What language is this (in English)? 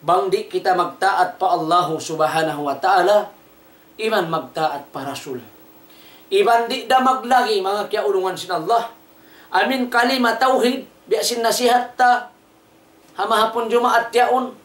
Tausug